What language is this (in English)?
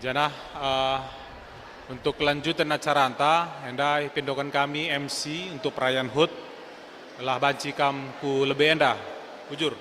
Batak Karo